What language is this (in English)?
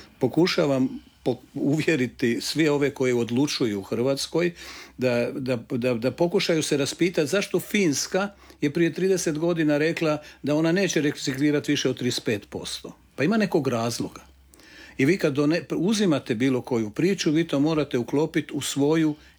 Croatian